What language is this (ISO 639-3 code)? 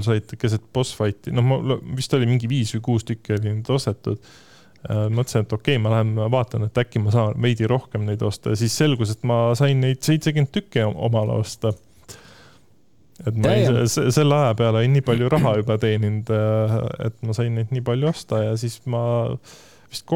est